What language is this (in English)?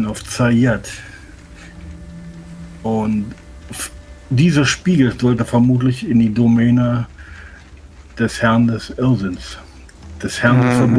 German